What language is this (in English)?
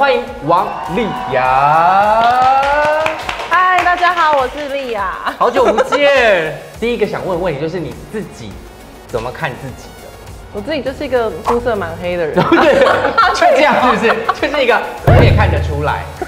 Chinese